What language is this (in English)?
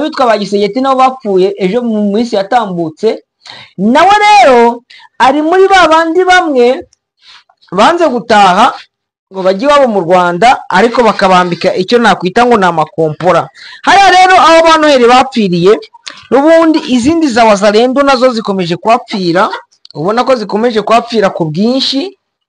Kinyarwanda